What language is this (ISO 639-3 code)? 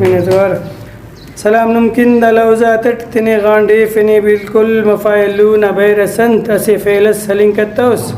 brh